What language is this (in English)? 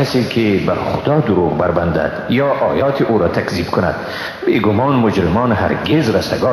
Persian